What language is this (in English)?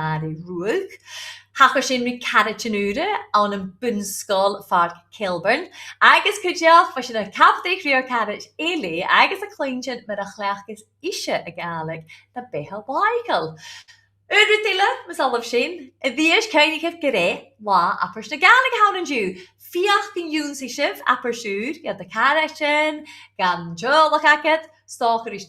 Scottish Gaelic